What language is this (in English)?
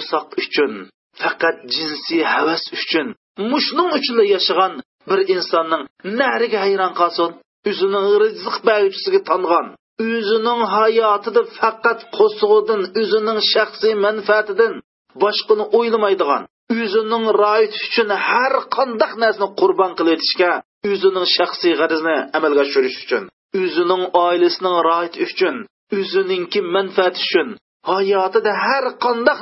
Uyghur